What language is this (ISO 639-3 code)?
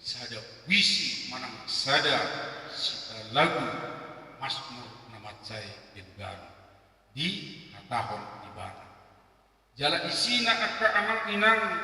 bbc